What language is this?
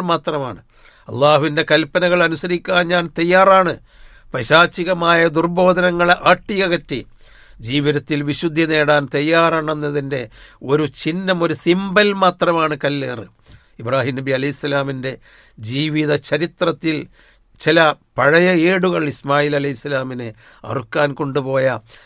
Malayalam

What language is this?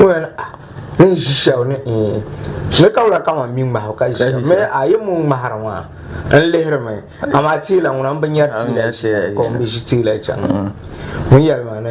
Dagbani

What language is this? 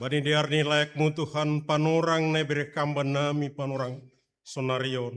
Batak Simalungun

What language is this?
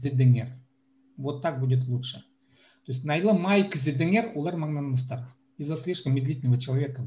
Khakas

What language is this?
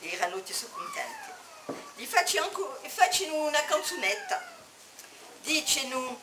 Corsican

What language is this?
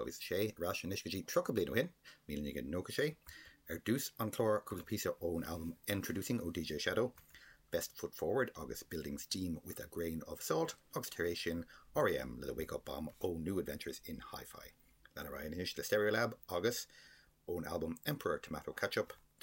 Irish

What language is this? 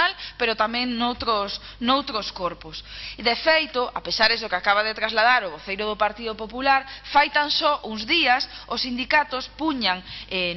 Galician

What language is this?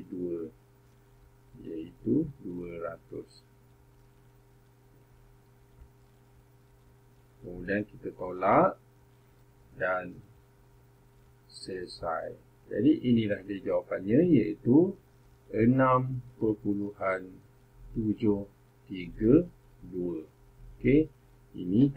Malay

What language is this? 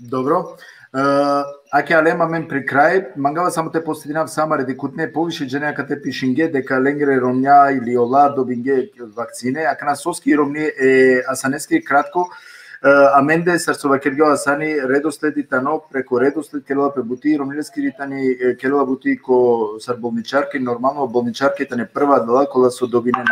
Balkan Romani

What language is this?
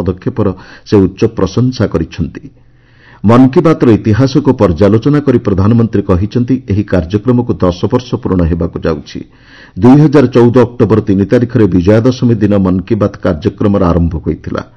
Odia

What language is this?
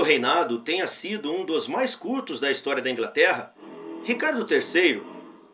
Portuguese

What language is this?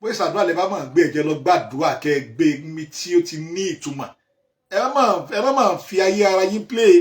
Yoruba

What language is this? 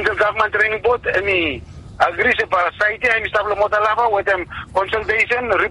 Bislama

